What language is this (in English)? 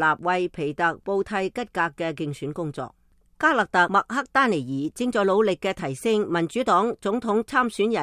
Cantonese